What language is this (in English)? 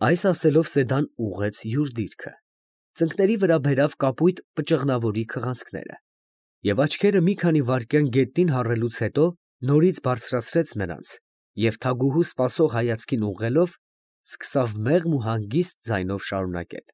Armenian